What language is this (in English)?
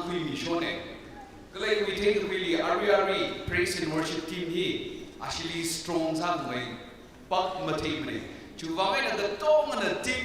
Tangkhul Naga (India)